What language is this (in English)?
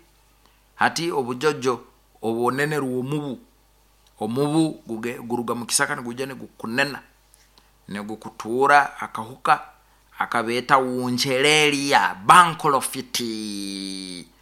Nyoro